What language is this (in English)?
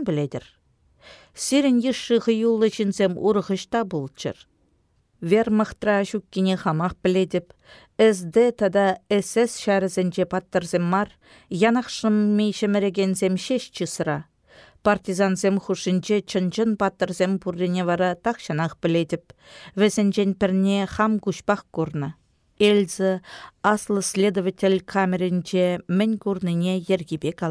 Chuvash